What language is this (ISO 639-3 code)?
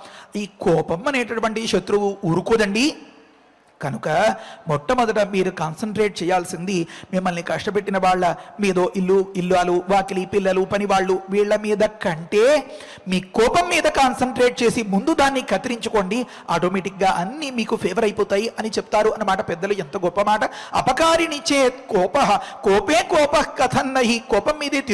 tel